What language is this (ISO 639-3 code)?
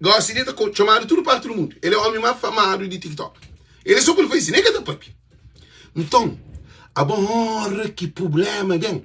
kea